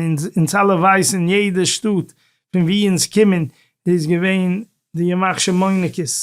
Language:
Yiddish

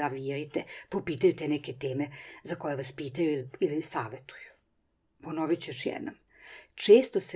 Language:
Serbian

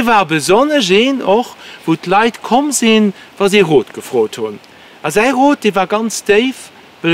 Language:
Luxembourgish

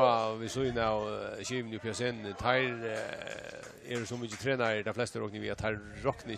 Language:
Faroese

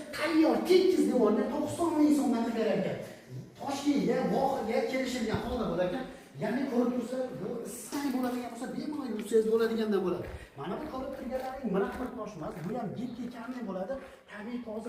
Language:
Uzbek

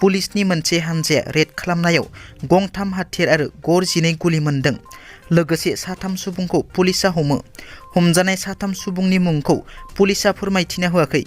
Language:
Bodo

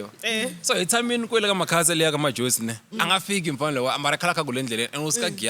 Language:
Tsonga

